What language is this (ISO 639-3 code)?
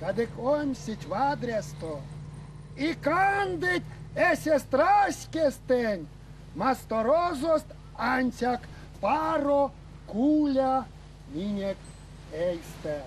myv